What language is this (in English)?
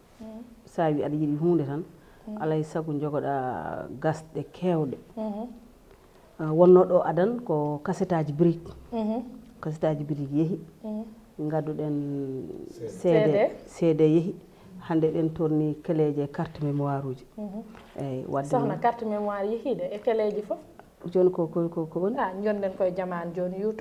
Fula